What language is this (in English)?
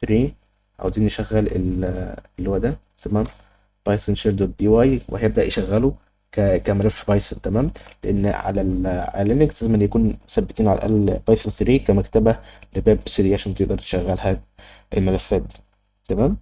Egyptian Arabic